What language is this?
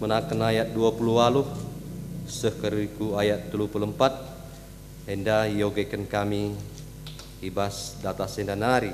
Batak Karo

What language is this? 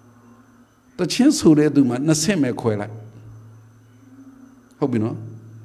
Burmese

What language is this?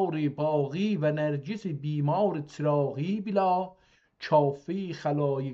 South Azerbaijani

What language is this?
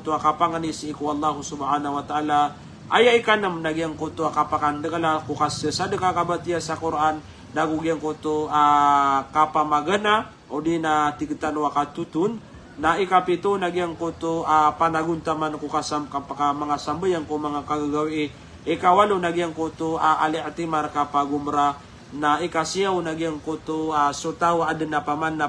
Maranao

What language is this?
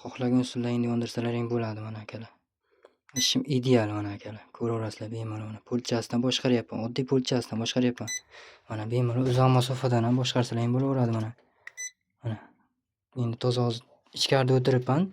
Uzbek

